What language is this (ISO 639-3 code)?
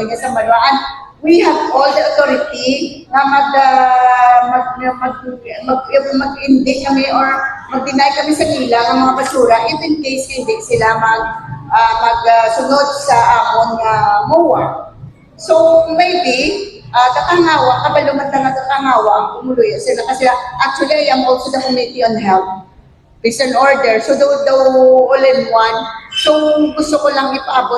hil